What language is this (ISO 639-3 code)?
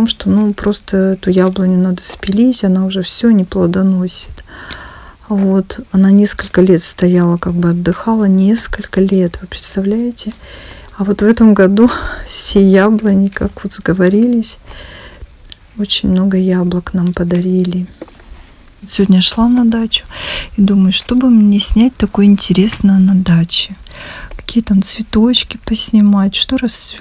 rus